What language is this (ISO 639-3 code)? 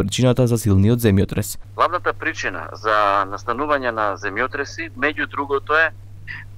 mkd